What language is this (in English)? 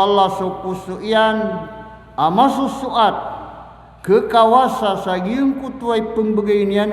Maranao